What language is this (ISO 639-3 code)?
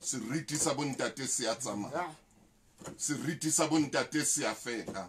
sot